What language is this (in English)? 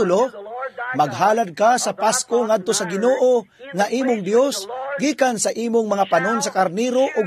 Cebuano